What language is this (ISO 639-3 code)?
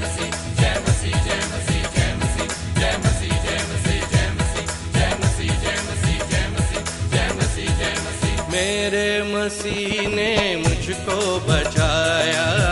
hin